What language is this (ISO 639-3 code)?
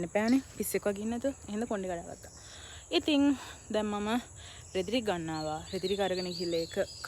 sin